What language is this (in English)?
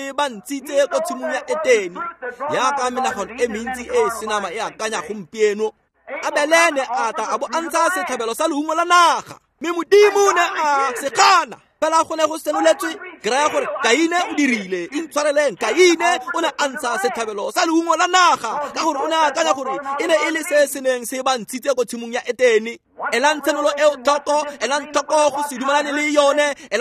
Tswana